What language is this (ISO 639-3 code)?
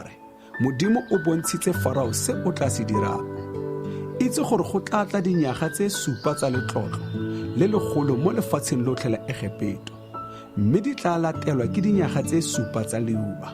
tsn